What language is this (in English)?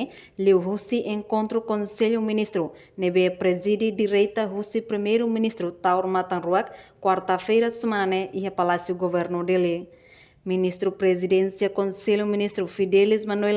Tetum